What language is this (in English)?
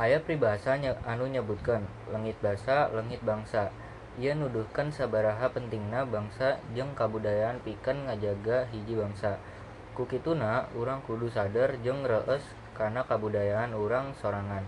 Sundanese